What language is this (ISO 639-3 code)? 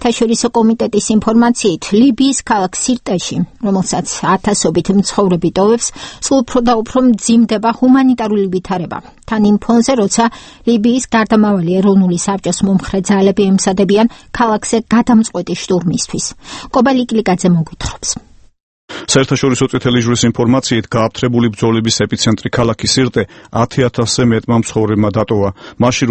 kat